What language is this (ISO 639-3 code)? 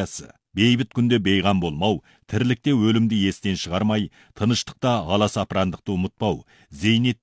kaz